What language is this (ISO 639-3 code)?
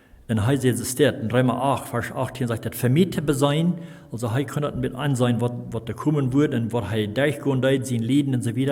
pdt